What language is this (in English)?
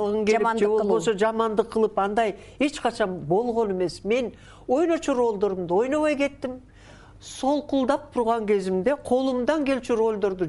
Kyrgyz